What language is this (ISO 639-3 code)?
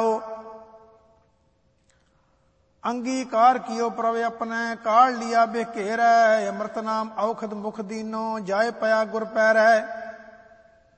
pan